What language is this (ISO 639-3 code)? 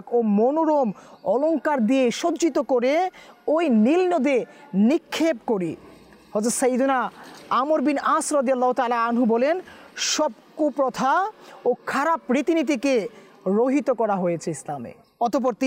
ben